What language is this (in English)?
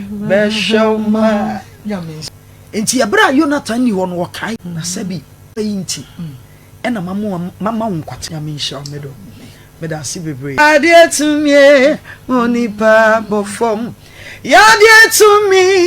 Akan